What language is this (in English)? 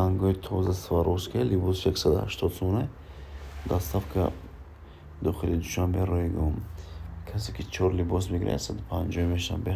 Tajik